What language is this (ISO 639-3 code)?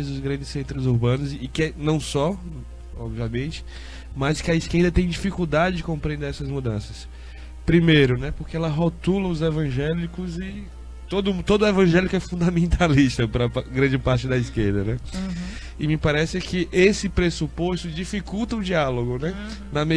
por